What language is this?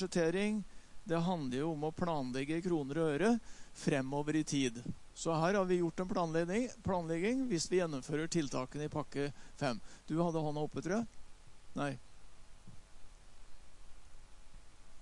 Norwegian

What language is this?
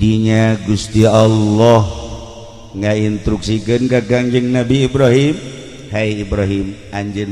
Sundanese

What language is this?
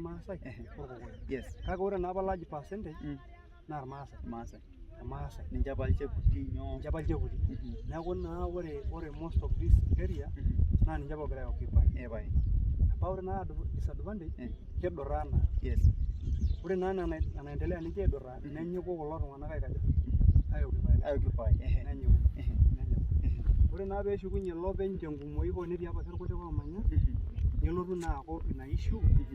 Masai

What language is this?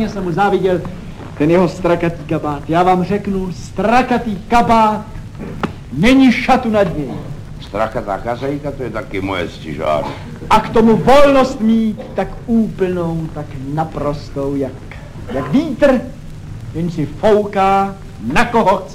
Czech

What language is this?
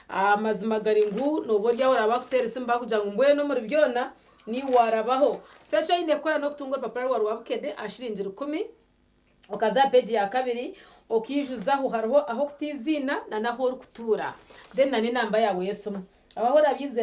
Nyankole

